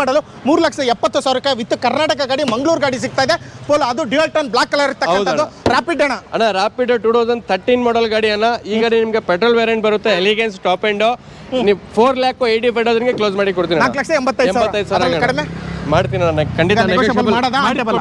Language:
Kannada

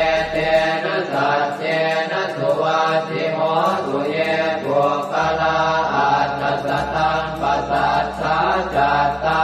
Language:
Pali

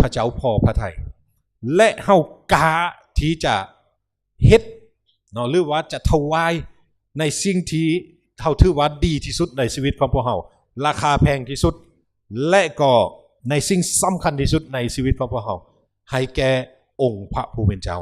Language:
Lao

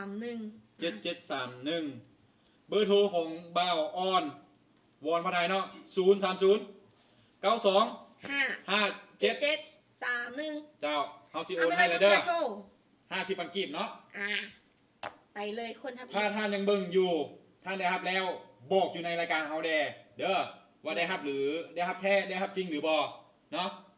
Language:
Lao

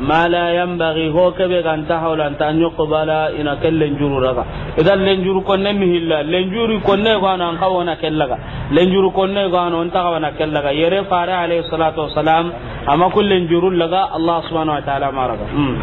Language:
Soninke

